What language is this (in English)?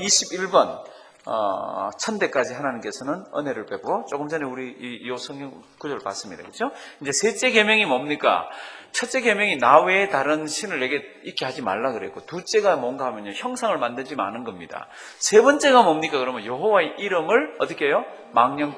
Korean